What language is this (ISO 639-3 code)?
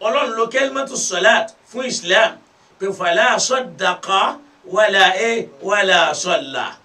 yor